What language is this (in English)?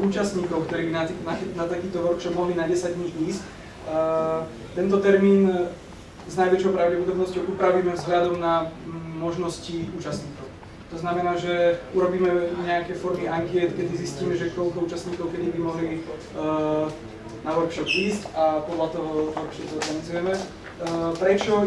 Slovak